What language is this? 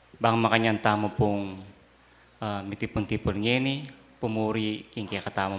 Pampanga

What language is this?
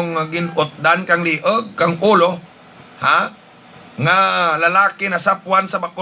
Hiligaynon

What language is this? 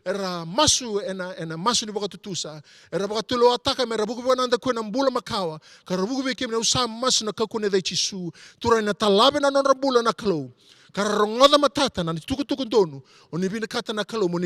Fijian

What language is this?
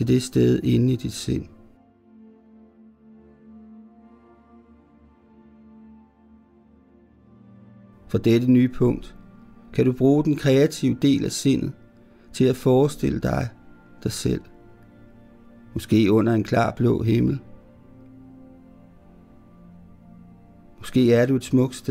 Danish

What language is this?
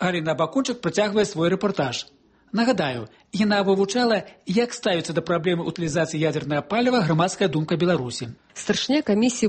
Belarusian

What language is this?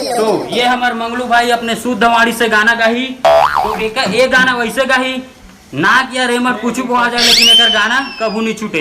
Chhattisgarhi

